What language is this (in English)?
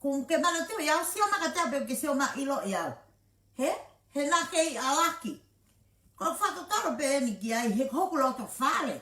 Tongan